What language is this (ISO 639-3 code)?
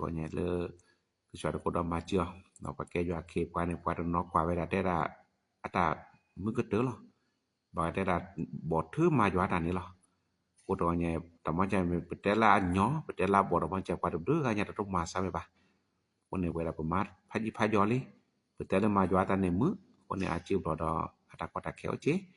ksw